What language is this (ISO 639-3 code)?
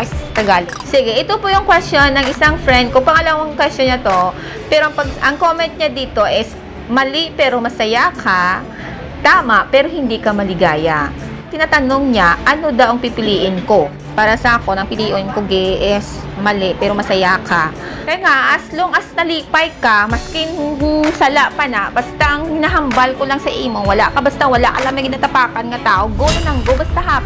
hil